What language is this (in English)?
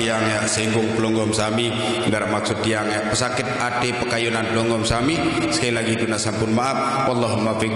Sasak